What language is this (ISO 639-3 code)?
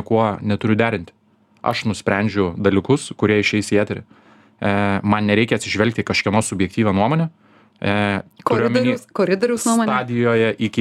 lit